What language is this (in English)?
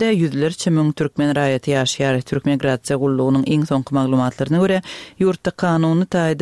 Turkmen